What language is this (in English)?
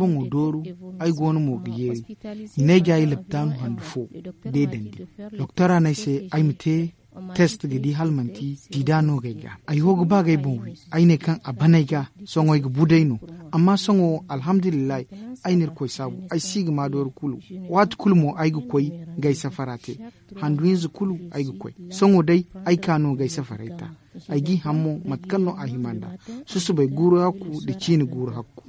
Zarma